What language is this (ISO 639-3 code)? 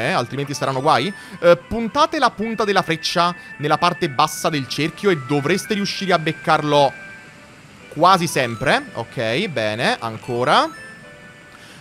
ita